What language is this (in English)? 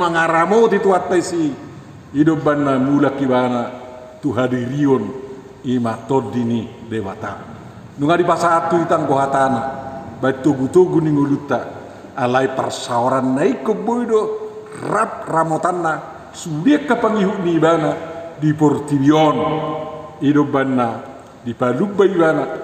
Batak Toba